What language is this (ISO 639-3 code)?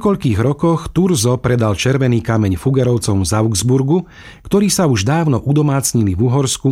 slk